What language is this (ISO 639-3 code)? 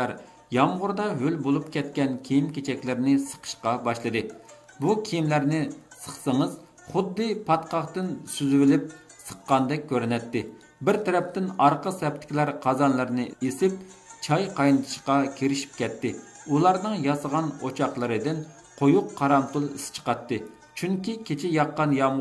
uig